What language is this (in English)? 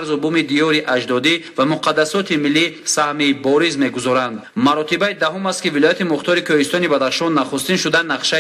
Tajik